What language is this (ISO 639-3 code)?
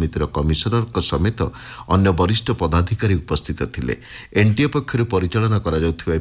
ori